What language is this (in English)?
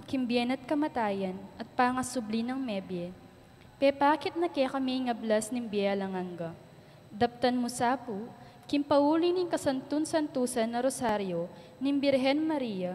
Pampanga